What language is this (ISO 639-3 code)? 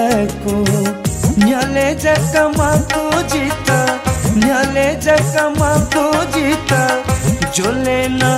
new